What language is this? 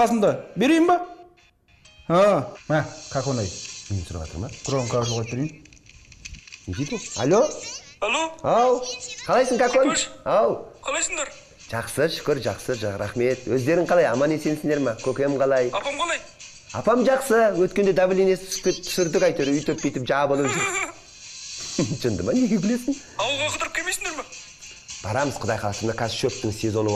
Kazakh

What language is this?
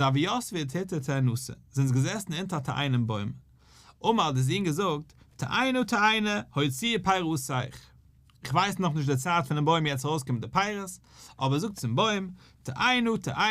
Yiddish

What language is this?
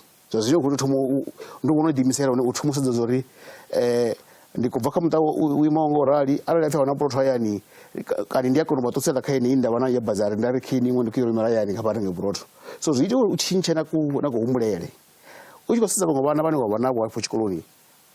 Venda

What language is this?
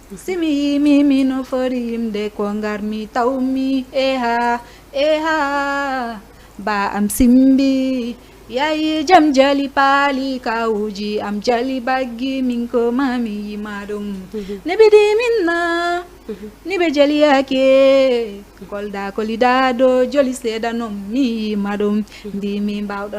Fula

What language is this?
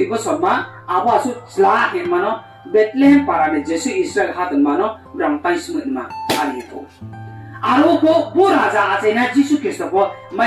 Riang (India)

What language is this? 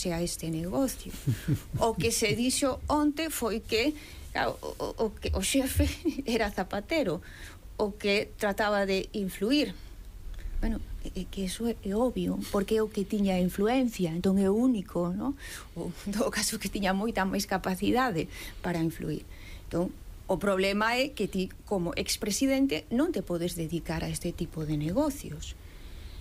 Galician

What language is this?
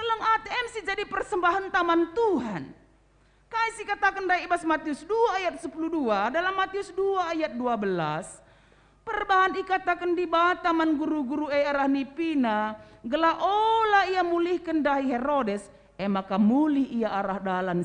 Batak Karo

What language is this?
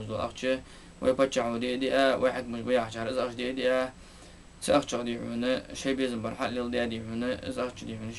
Ingush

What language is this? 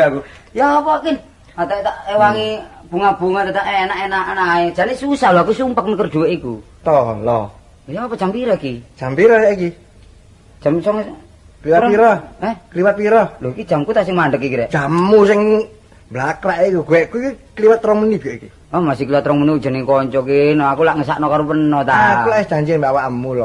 Javanese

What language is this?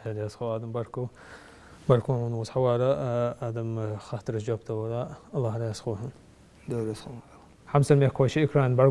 Ingush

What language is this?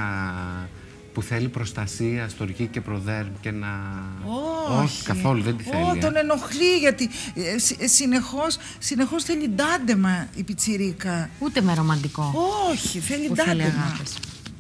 Greek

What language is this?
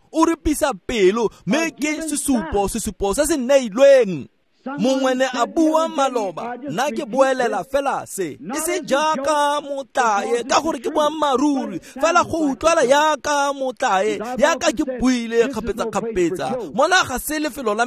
Tswana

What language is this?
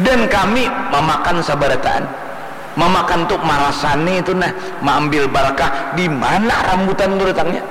Banjar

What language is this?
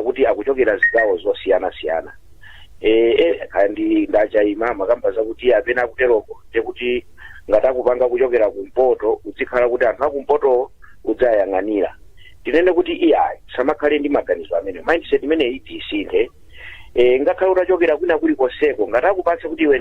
Nyanja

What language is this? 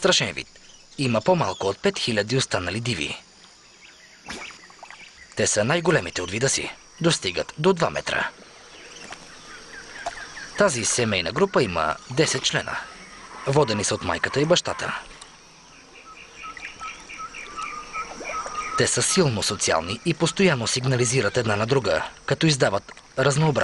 Bulgarian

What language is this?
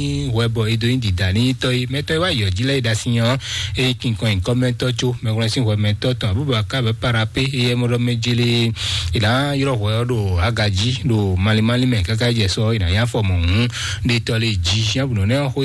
Fon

